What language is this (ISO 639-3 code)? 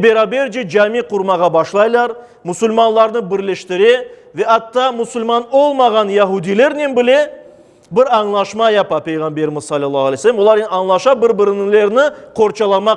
crh